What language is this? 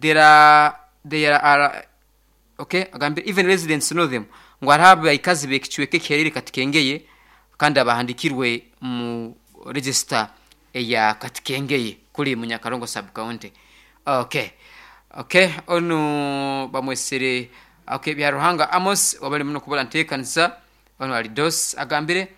Nyankole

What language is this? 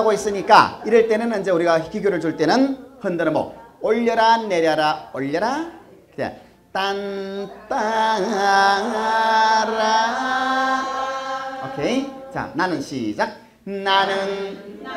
Korean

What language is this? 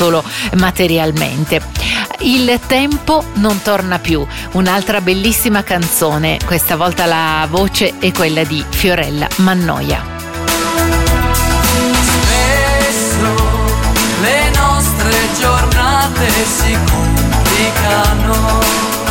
Italian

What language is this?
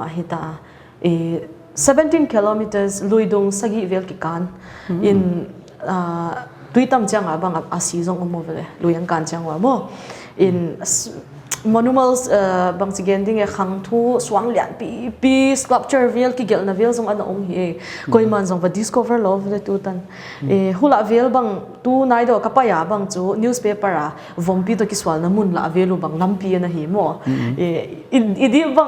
Paite Chin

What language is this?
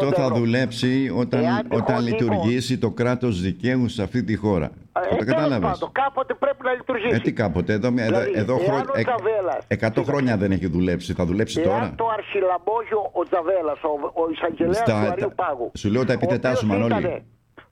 Greek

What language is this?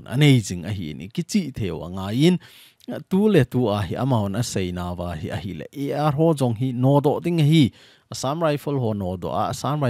Thado Chin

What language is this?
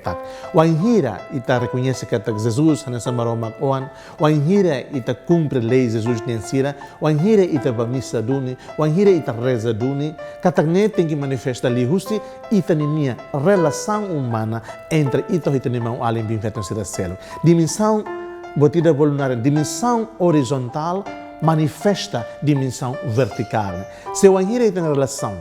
Tetum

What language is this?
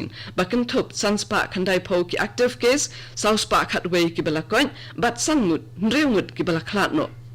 Khasi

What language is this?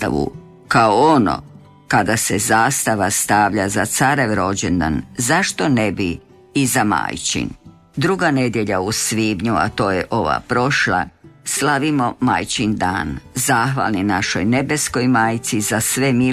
Croatian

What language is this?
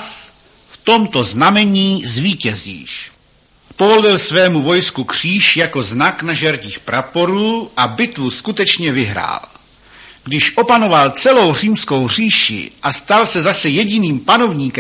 Czech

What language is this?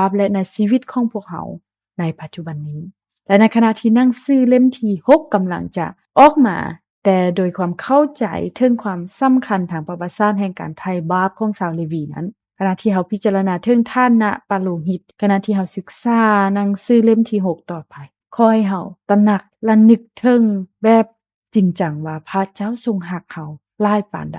Lao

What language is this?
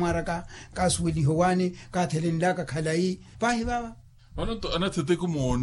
Makhuwa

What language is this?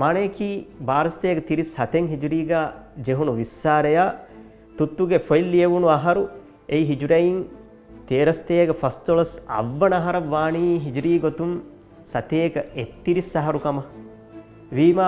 Divehi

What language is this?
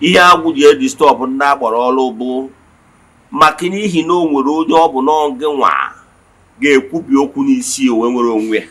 Igbo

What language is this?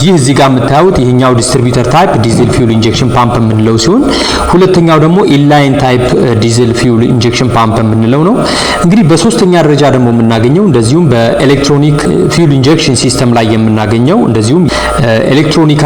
Amharic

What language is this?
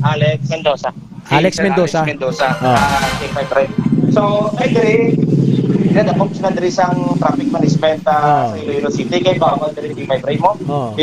Hiligaynon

